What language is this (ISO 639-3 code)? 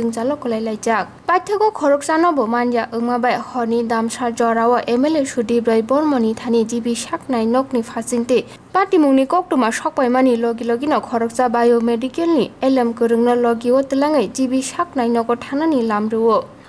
trp